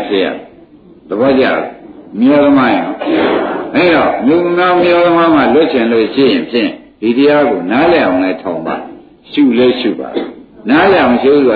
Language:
Burmese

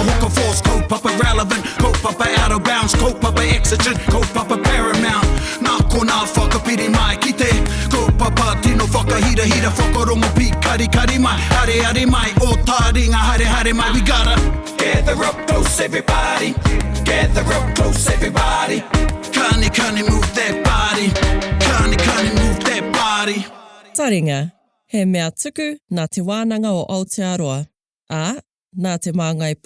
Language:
Māori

